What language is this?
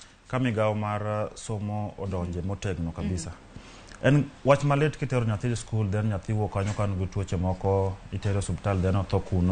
Luo (Kenya and Tanzania)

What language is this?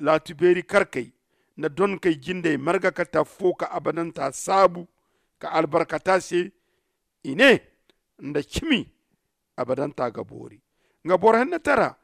Zarma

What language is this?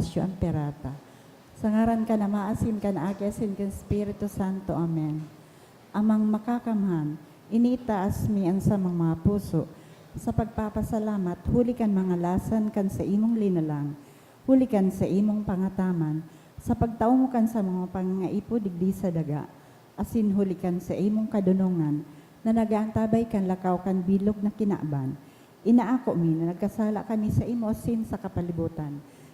Bikol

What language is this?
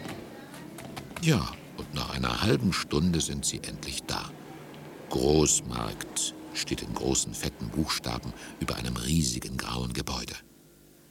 German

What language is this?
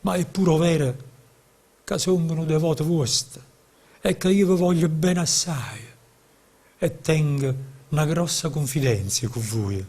Neapolitan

